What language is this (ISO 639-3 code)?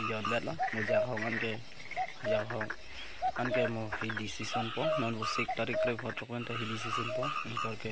mjw